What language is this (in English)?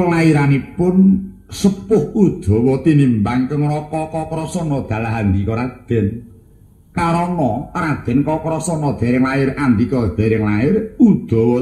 Javanese